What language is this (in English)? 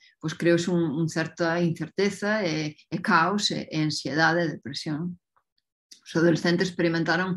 Galician